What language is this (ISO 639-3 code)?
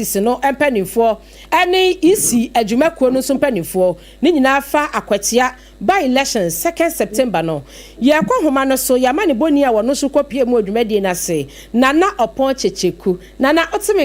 aka